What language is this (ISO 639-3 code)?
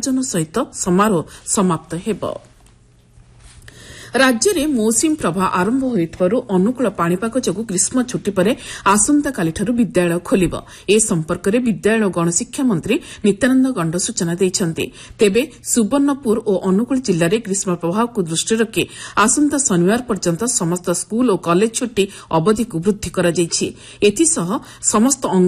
ori